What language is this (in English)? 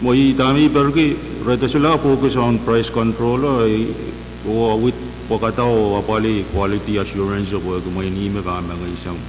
Pohnpeian